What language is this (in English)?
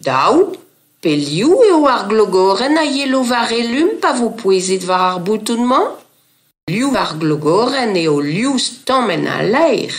Breton